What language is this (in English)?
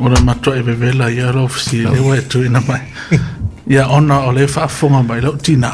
Samoan